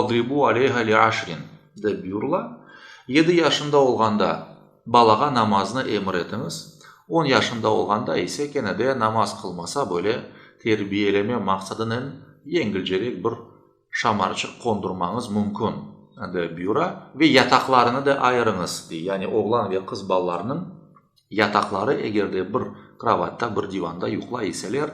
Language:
Crimean Tatar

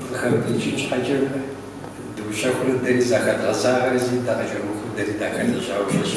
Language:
Kabardian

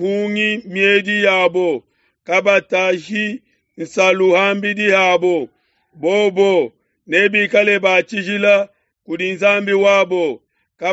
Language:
Luba-Lulua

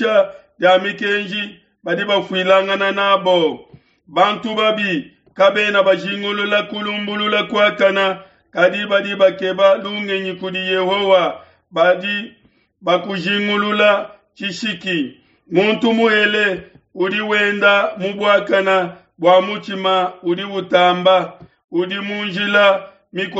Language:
Luba-Lulua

